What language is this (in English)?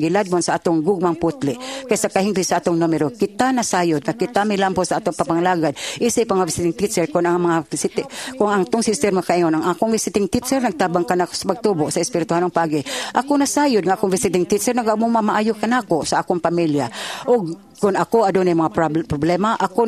Cebuano